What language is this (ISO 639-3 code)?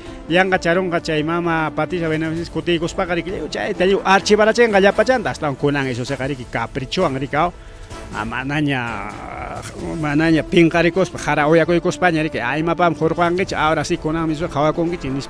quy